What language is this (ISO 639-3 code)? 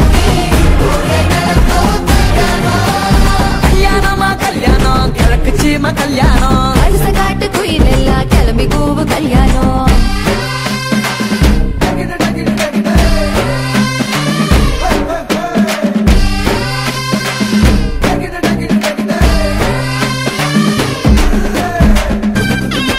tam